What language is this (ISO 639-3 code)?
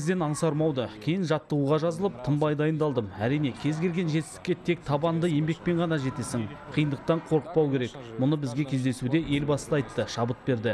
kaz